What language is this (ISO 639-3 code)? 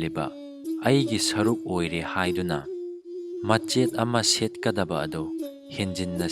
mni